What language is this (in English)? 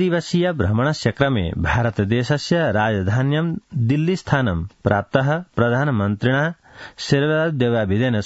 Sanskrit